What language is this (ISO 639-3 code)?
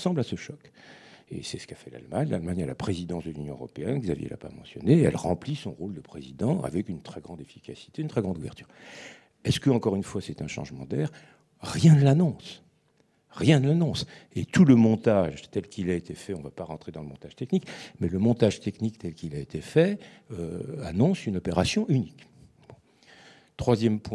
fra